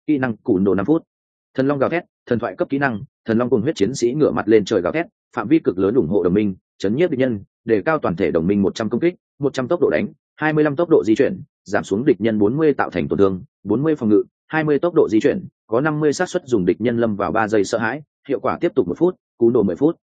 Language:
Vietnamese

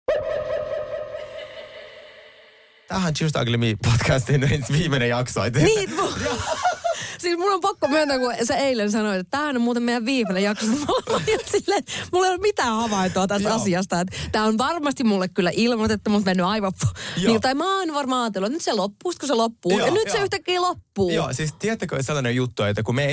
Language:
Finnish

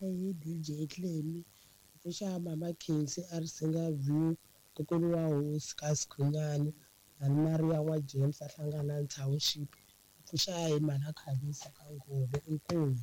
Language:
Tsonga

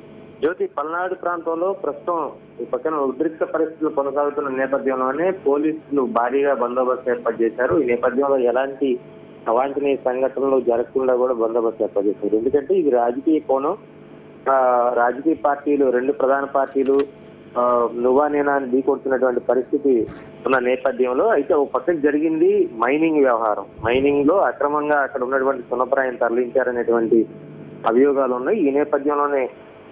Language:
Telugu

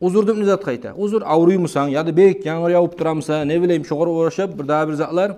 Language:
Kumyk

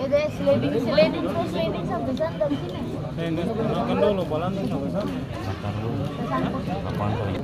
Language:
Ambonese Malay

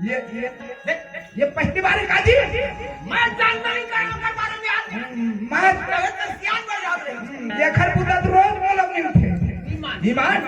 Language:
Chhattisgarhi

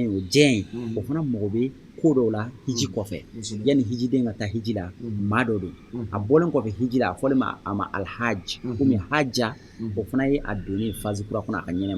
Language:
Bambara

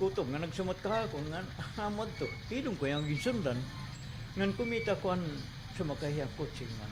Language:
Waray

